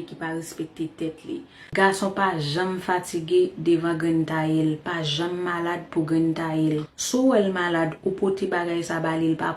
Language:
Haitian Creole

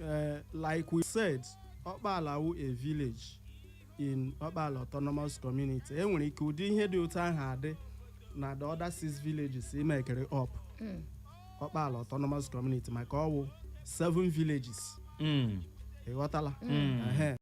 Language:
Igbo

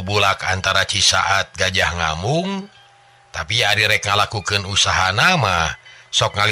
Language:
Sundanese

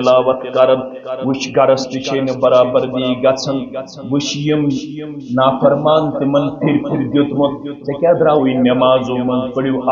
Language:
Kashmiri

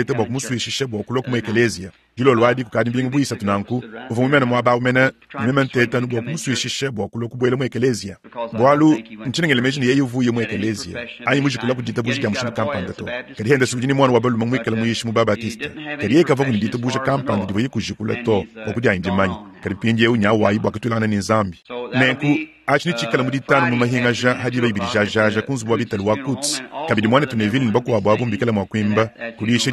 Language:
Luba-Lulua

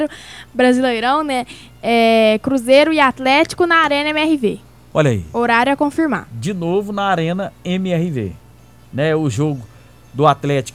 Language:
Portuguese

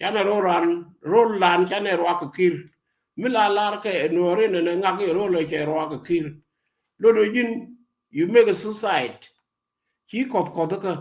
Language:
Nuer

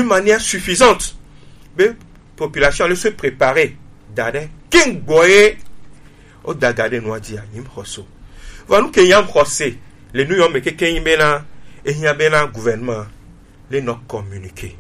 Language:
Gen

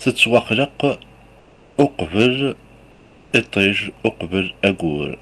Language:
Kabyle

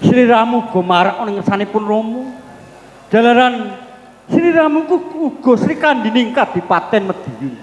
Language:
Javanese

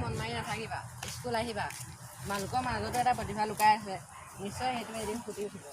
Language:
Assamese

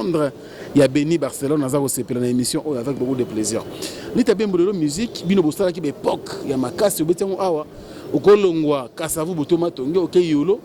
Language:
Lingala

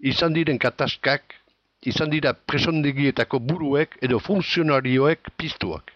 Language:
Basque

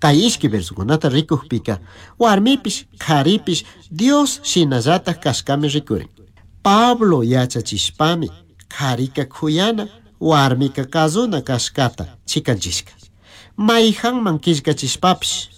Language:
Chimborazo Highland Quichua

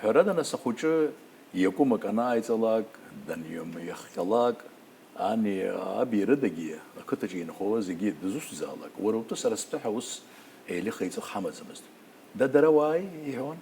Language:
Abkhazian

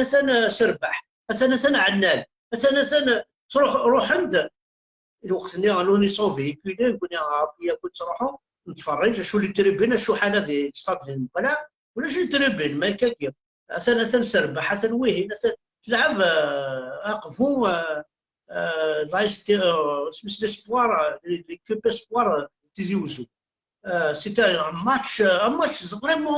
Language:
Kabyle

